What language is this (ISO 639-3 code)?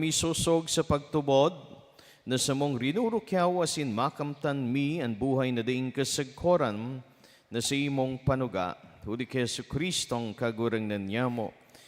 bik